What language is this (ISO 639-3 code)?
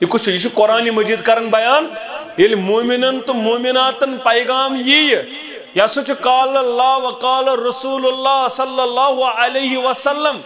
kas